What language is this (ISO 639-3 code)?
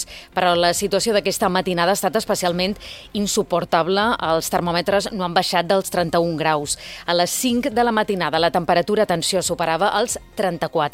cat